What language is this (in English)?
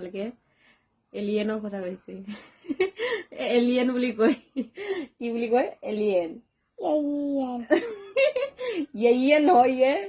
Assamese